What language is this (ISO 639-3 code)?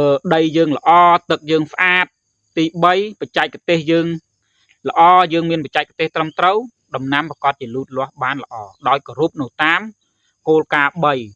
khm